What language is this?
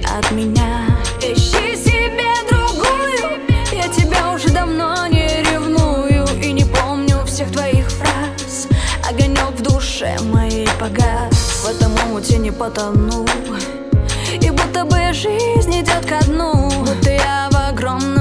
Russian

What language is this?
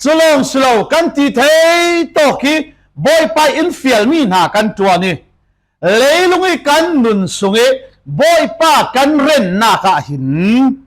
Falam Chin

